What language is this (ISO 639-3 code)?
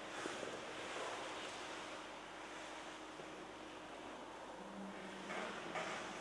ita